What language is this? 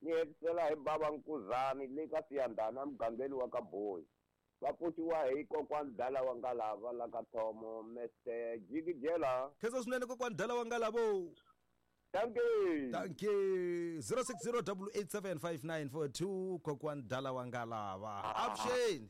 Tsonga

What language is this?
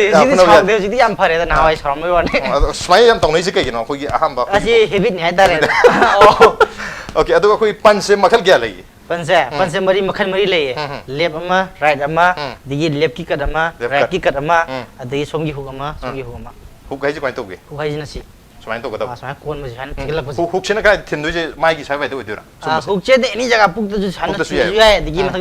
Manipuri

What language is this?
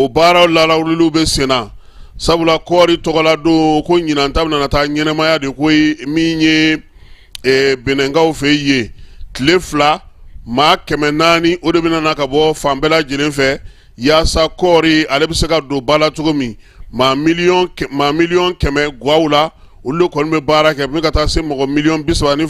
Bambara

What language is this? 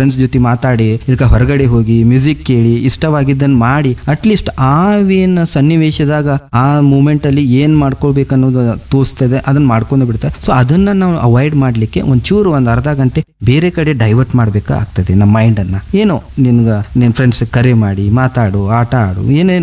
Kannada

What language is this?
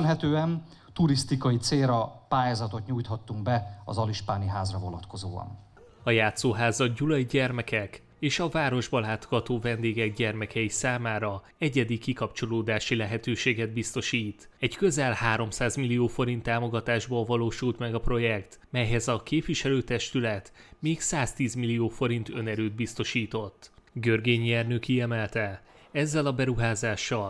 Hungarian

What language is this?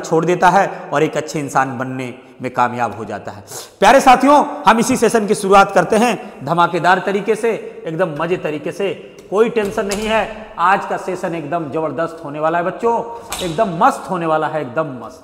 Hindi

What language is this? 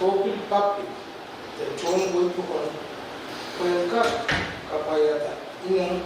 Pohnpeian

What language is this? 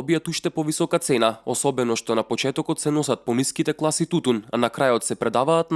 Macedonian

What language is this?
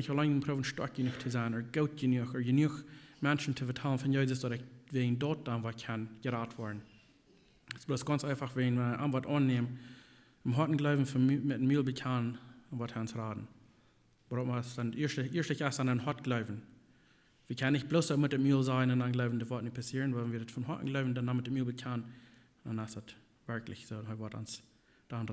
Plautdietsch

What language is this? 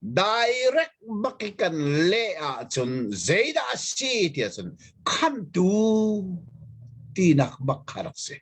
Hakha Chin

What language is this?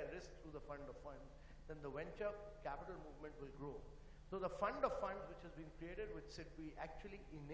English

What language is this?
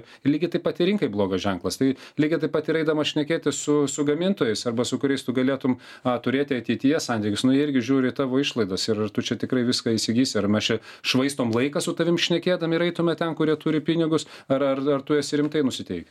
Lithuanian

